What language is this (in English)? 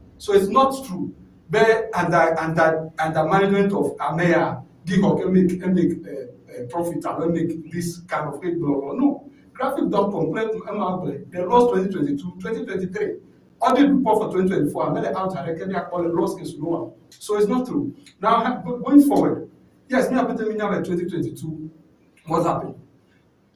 Ewe